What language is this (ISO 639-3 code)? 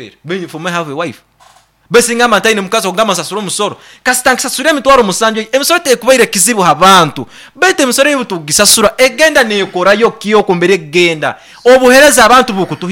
nyn